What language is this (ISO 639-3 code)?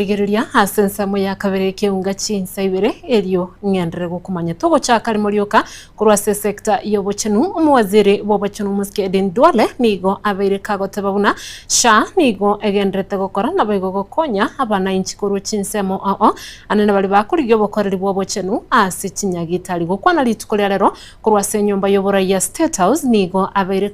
guz